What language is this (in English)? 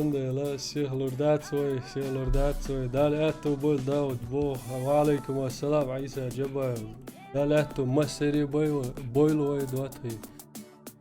Chechen